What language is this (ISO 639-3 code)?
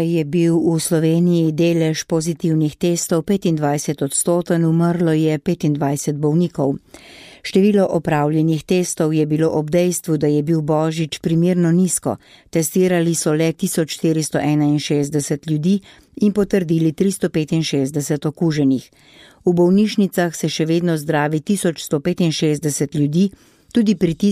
slv